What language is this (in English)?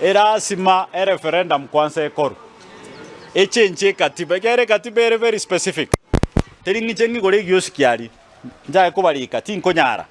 Gusii